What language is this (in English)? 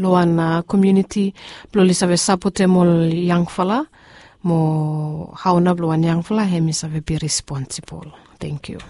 Bislama